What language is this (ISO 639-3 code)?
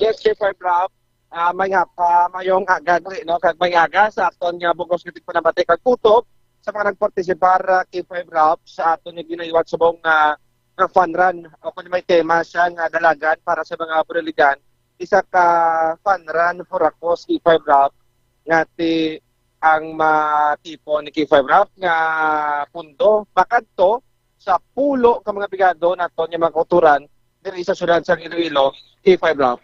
hil